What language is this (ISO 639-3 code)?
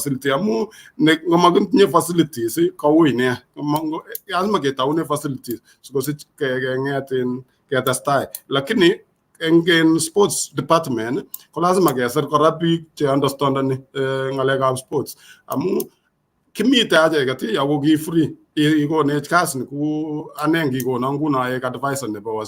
kln